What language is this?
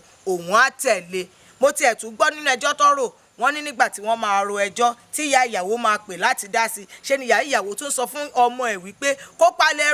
Yoruba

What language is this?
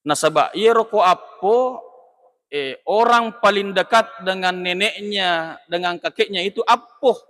Buginese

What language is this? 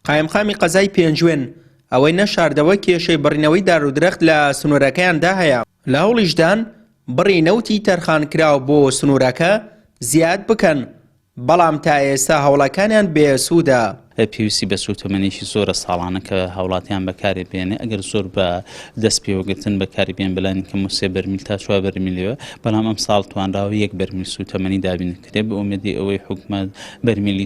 Central Kurdish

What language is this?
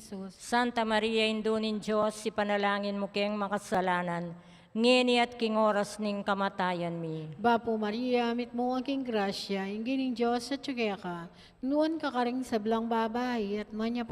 Pampanga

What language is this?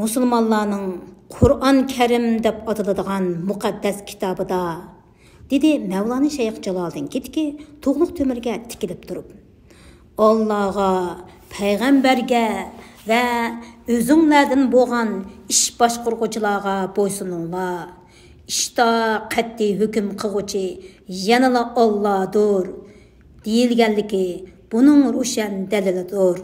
Uyghur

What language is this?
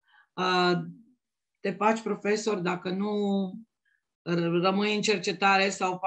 Romanian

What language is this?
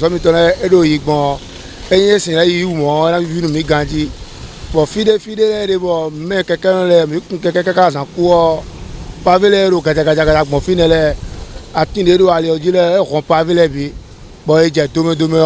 Fon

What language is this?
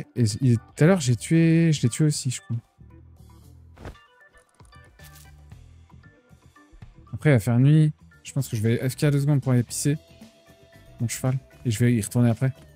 French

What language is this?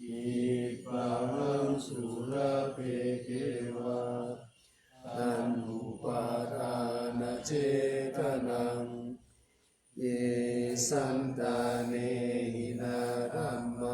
Pali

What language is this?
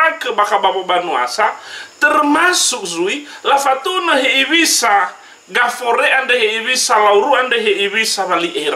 Nias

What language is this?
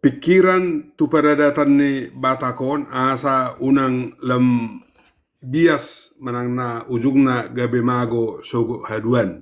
Batak Toba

